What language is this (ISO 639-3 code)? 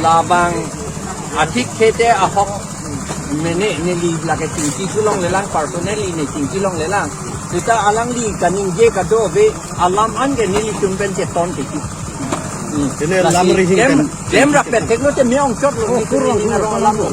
mjw